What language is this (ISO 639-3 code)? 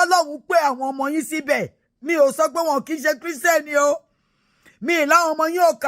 yor